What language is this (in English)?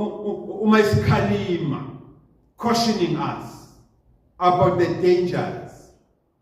Zulu